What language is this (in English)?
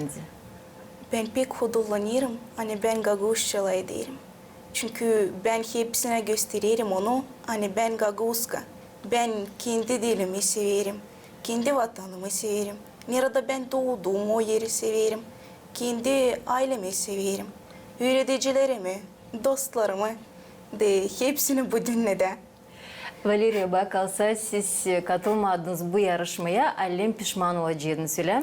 Gagauz